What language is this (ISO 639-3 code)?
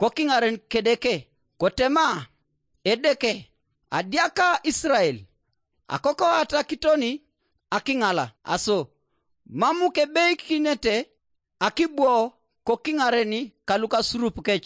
teo